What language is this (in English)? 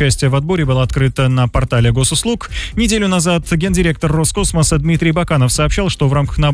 Russian